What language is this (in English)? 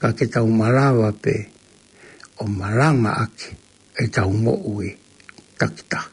Tongan